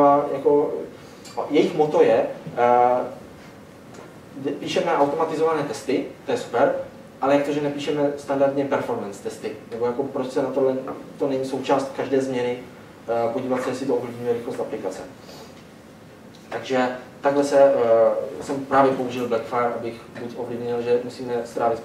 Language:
Czech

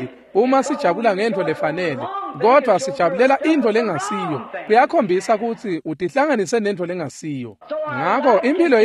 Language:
Swati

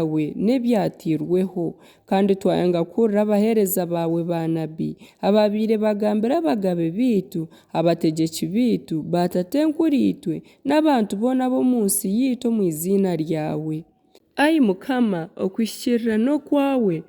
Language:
Nyankole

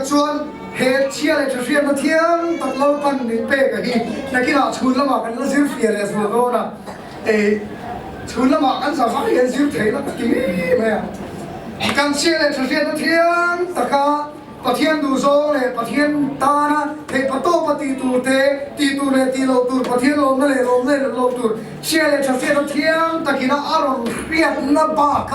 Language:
Mizo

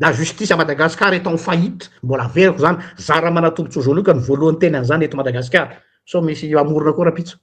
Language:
Malagasy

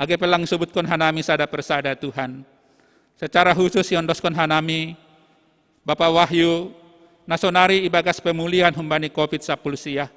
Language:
Batak Simalungun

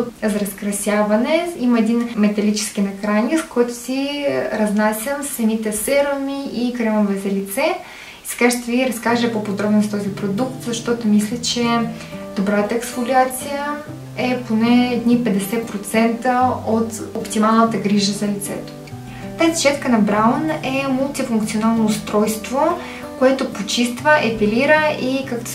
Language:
Bulgarian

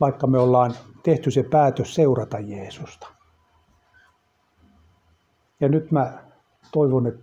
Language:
Finnish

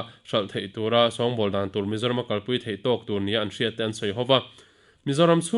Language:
Mizo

